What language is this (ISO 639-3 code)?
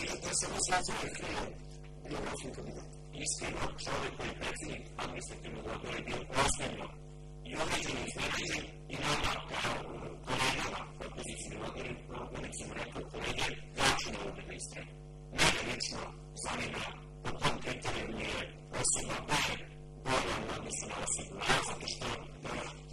srp